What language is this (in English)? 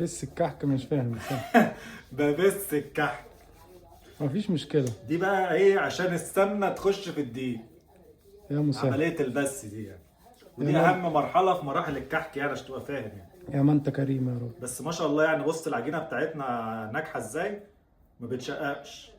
Egyptian Arabic